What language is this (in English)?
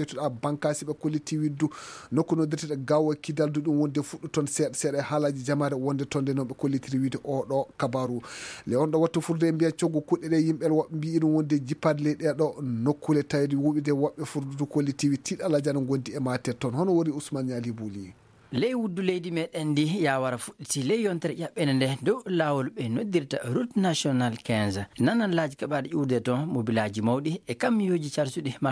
Fula